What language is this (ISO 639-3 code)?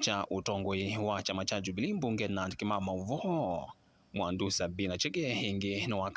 kam